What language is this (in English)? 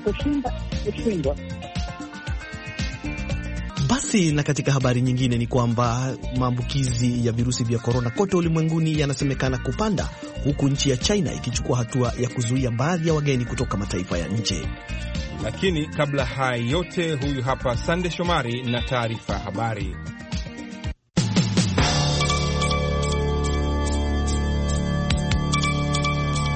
Swahili